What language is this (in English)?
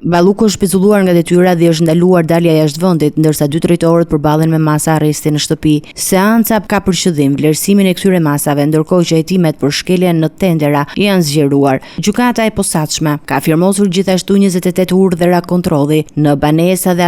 Albanian